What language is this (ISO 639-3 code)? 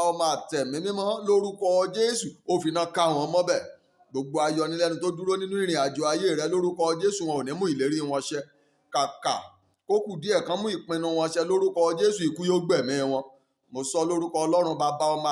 yor